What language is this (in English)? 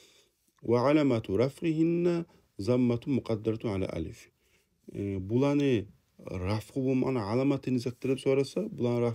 Kumyk